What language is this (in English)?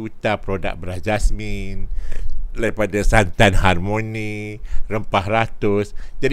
Malay